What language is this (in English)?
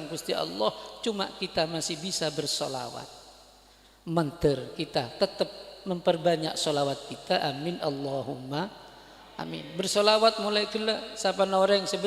Madurese